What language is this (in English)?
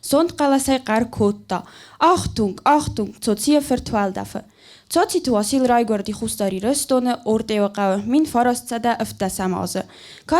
Ossetic